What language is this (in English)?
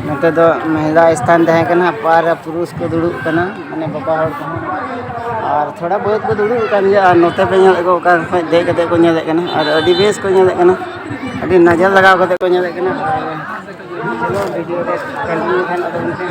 Santali